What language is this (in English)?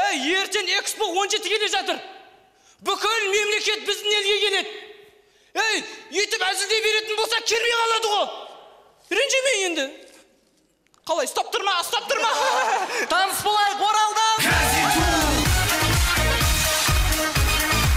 Kazakh